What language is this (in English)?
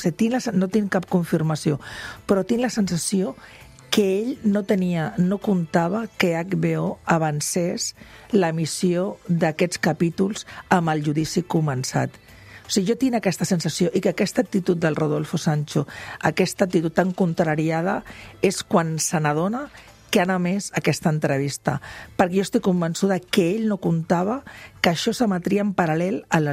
Catalan